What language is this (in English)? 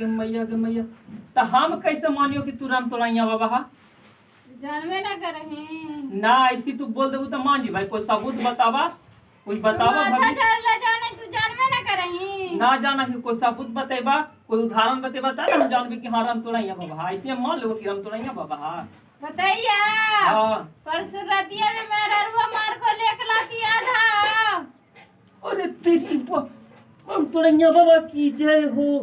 Magahi